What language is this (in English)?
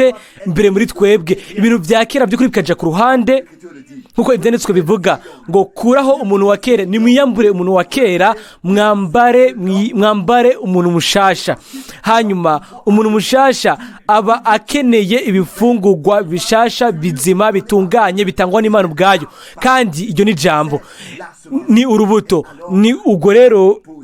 Rundi